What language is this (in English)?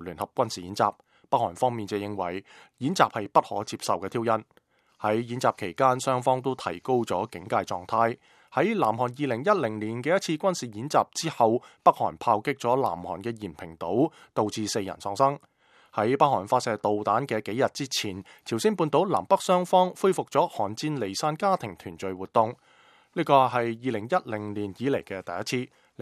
Cantonese